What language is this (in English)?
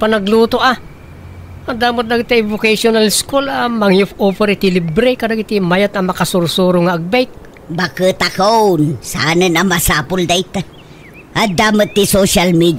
Iloko